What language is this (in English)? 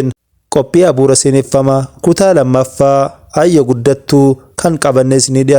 Oromo